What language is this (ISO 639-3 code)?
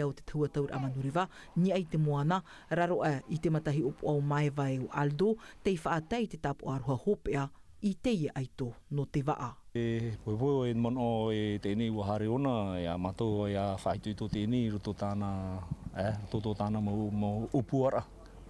tah